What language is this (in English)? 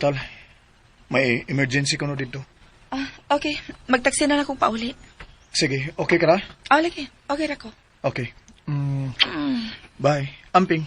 Cebuano